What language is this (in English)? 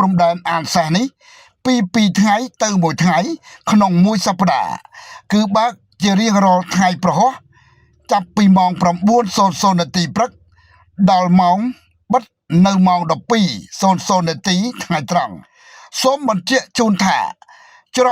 Khmer